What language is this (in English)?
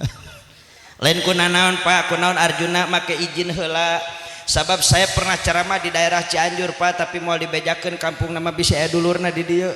Sundanese